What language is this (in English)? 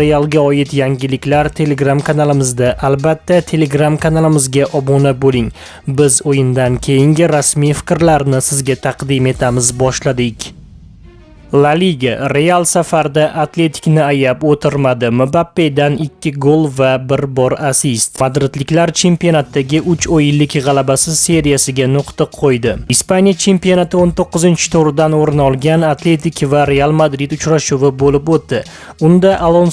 Uzbek